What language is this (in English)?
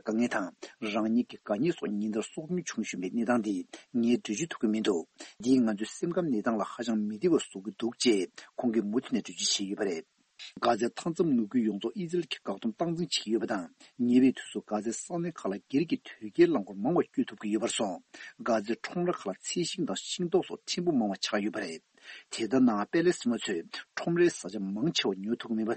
Tibetan